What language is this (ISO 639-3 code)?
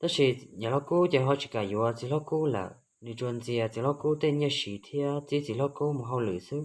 hmn